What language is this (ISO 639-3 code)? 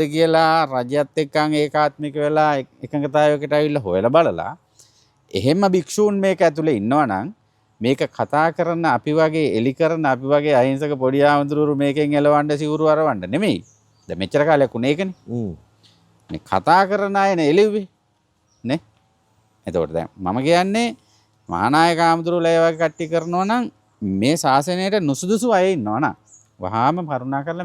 sin